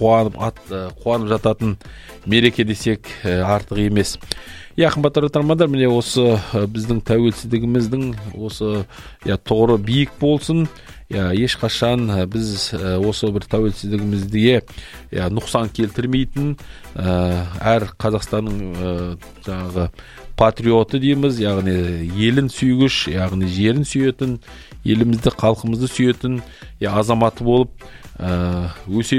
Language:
Kazakh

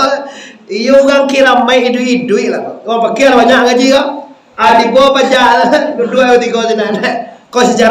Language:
Minangkabau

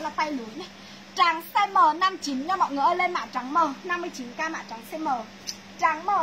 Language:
Vietnamese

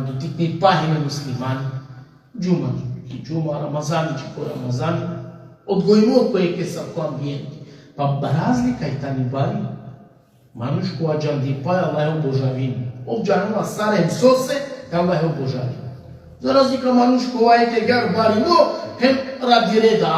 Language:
Balkan Romani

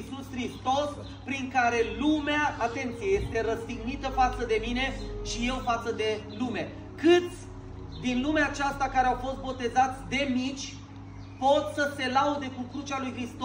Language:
Romanian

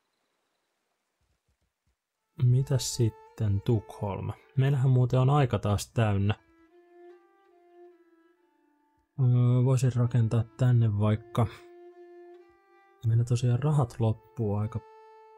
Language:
Finnish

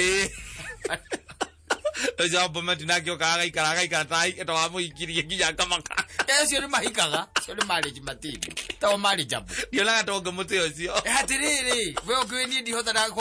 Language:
Kikuyu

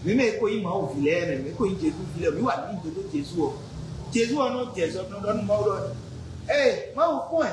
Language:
Fon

